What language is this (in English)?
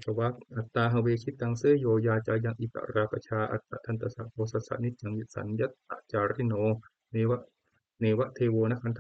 Pali